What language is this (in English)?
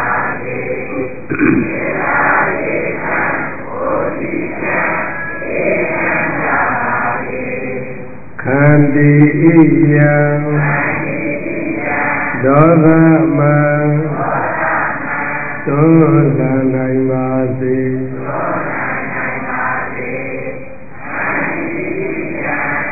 Burmese